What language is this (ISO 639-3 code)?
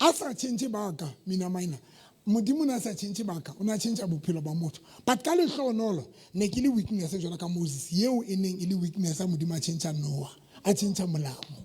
sot